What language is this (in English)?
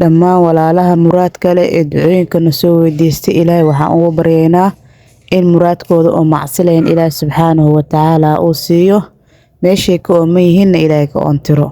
Somali